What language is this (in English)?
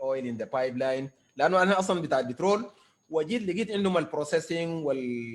Sudanese Arabic